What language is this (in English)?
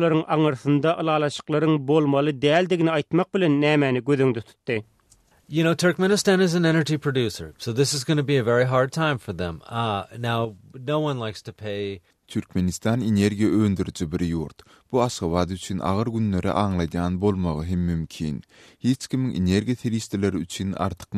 Turkmen